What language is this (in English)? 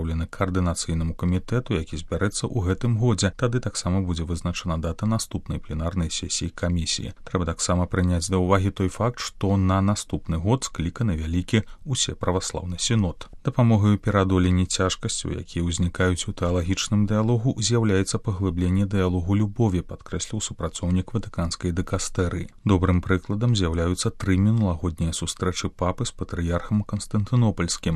Belarusian